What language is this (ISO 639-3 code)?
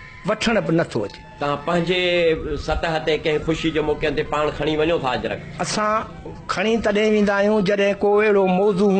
snd